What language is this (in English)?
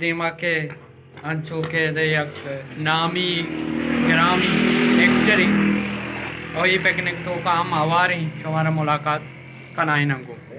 Baluchi